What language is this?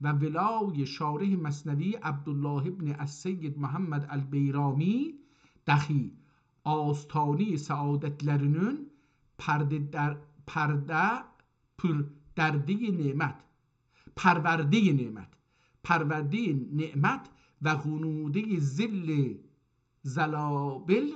South Azerbaijani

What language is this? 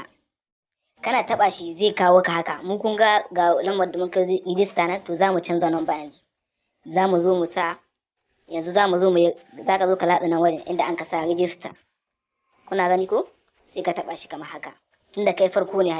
Hausa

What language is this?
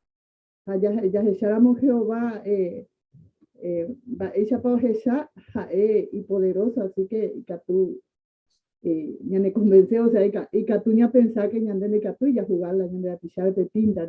Guarani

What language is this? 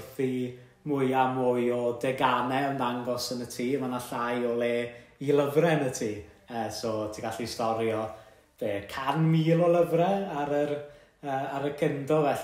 Welsh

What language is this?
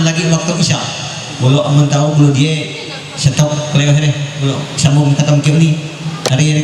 Ma'anyan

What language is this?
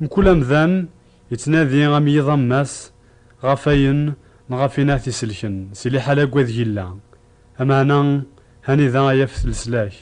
Kabyle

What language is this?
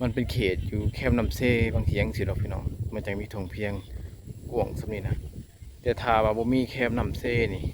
Lao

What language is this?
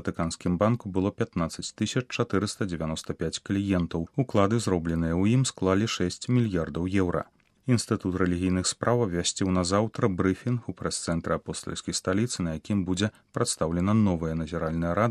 Belarusian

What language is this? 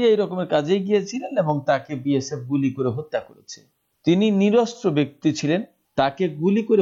Bangla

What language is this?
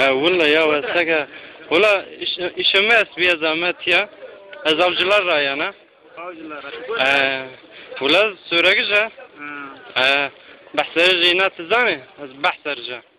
Zaza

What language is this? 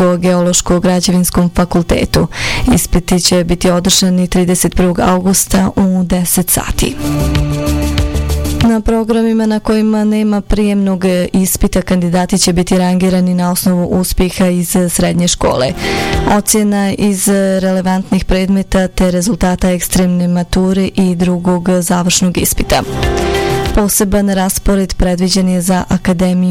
Bosnian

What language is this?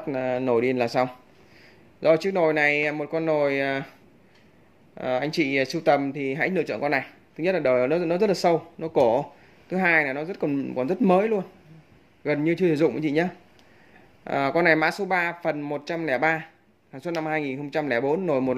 Vietnamese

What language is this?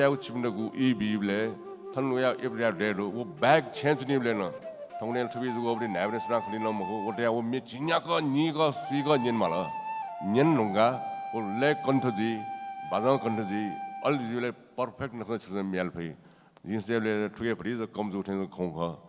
Newari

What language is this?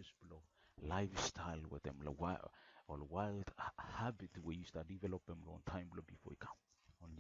Bislama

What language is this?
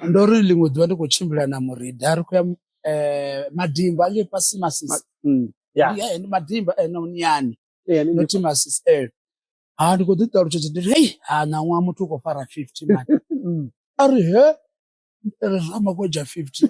Venda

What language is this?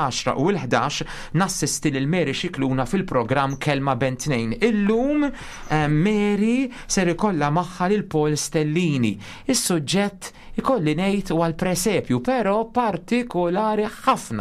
Maltese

